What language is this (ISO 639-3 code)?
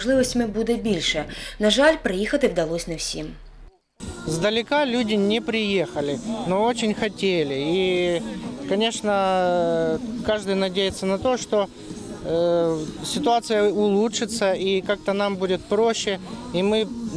ukr